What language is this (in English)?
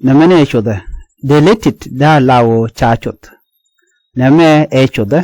Nuer